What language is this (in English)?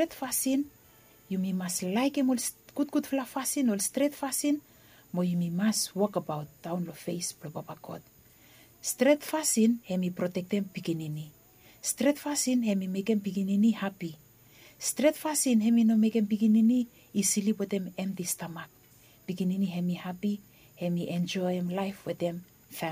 Bislama